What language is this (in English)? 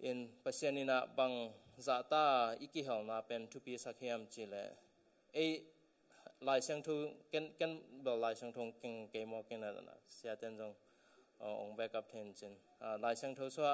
Tedim Chin